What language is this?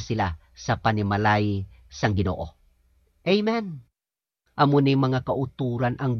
Hiligaynon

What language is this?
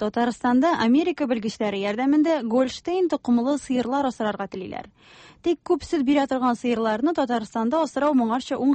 Tatar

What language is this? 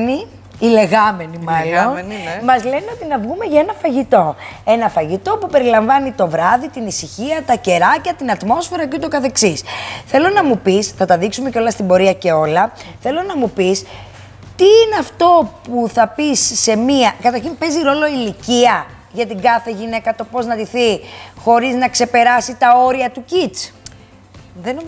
Greek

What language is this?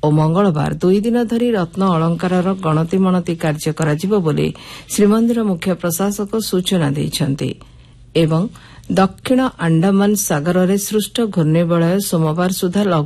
Odia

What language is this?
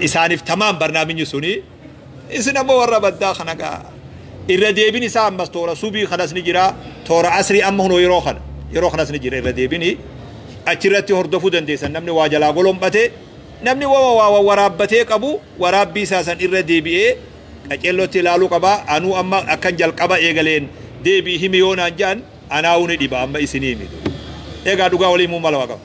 Oromo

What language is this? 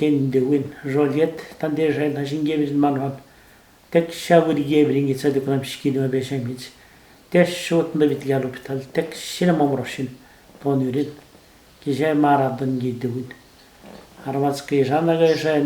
Atikamekw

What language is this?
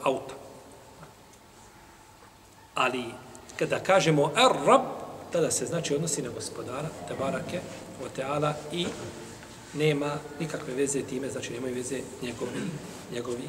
Bosnian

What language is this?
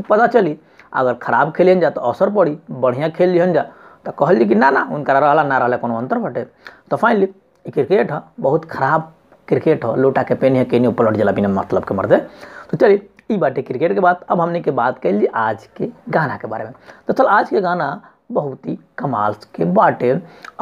Bhojpuri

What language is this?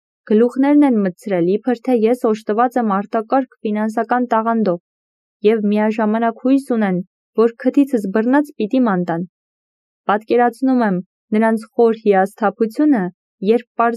Armenian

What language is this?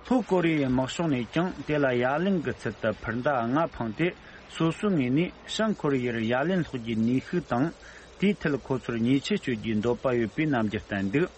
Tibetan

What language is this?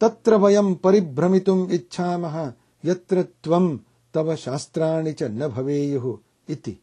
Sanskrit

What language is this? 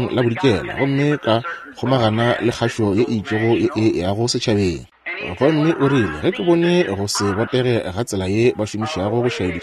Northern Sotho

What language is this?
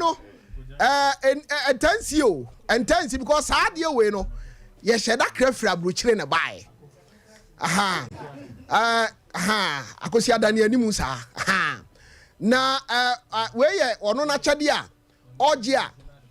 Akan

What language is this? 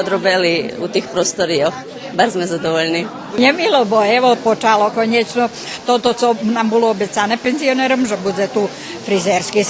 Rusyn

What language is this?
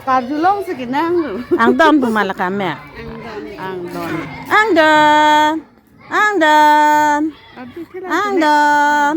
Karbi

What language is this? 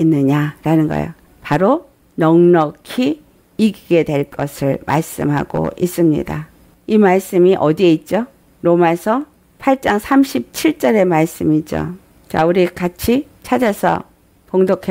Korean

